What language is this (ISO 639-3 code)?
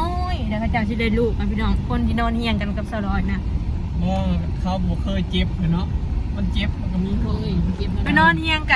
tts